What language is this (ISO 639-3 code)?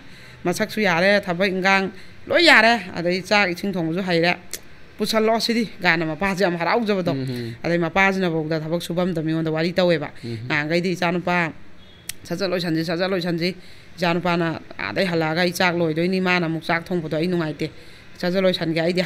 mni